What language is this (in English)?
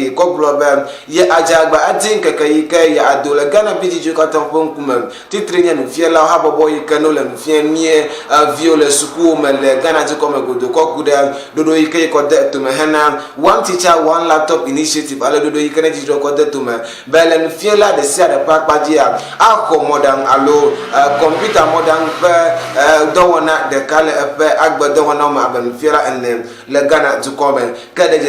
Ewe